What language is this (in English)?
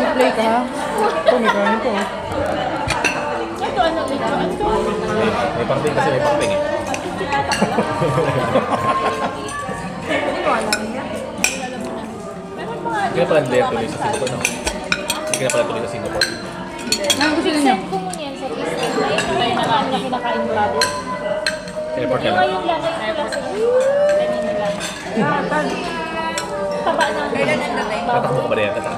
Filipino